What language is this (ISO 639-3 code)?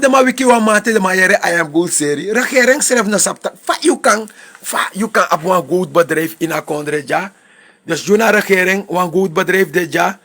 srn